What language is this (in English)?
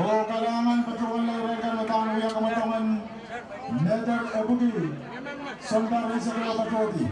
Pohnpeian